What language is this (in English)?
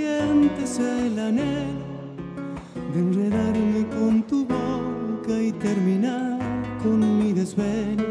Spanish